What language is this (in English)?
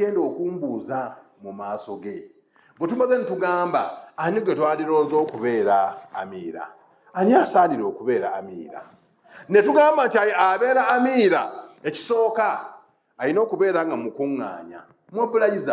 Ganda